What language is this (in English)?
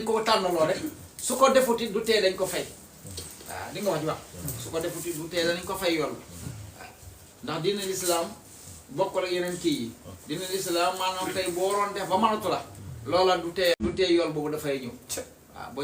Wolof